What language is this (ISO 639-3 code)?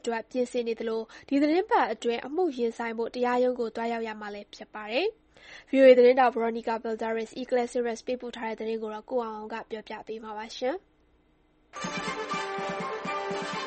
mya